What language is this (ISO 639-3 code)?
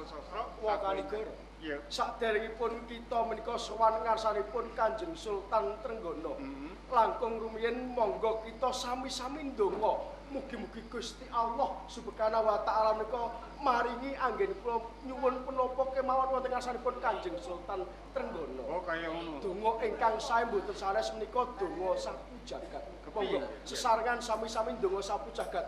jav